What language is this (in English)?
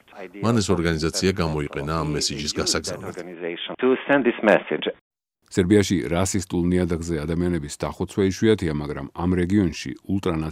Georgian